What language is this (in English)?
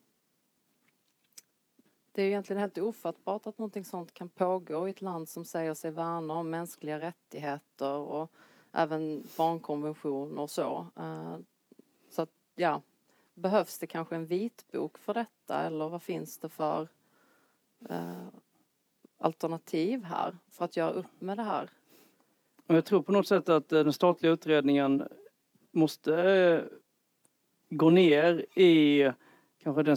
Swedish